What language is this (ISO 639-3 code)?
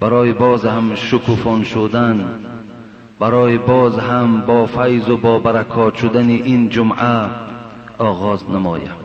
fas